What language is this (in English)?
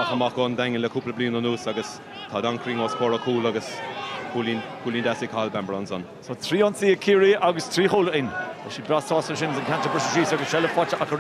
Irish